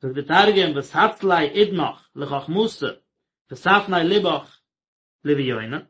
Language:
Yiddish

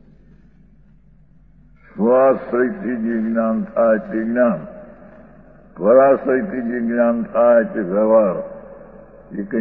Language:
Gujarati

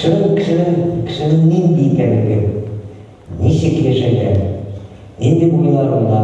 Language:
Tatar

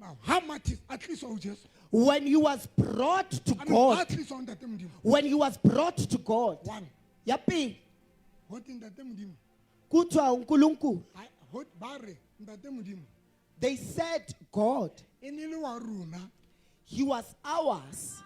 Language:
Southern Sotho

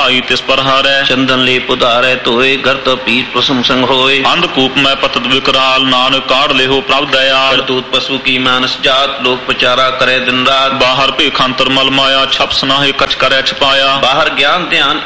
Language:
Punjabi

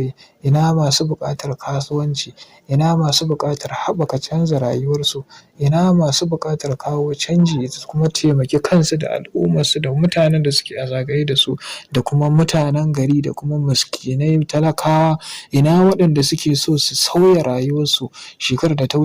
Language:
Hausa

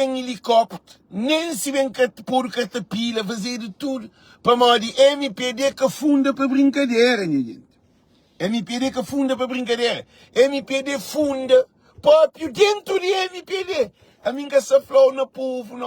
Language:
Kabuverdianu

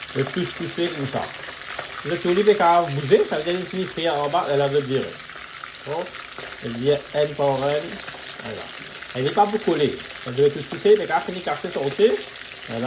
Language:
Morisyen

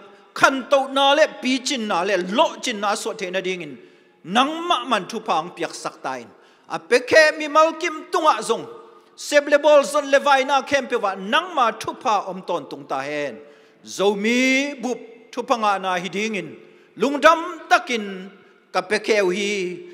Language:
Tedim Chin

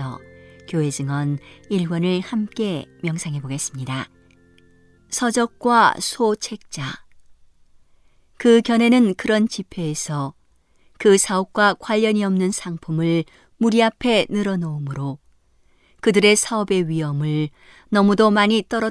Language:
Korean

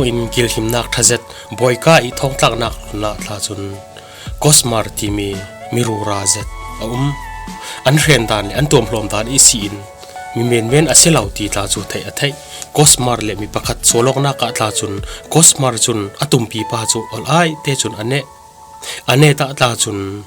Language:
Falam Chin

